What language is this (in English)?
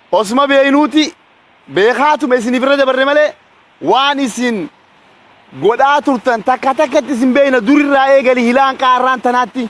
Oromo